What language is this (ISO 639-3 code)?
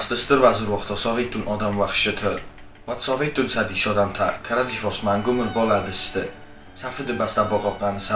oss